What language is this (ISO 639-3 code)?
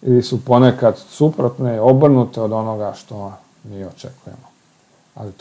hrv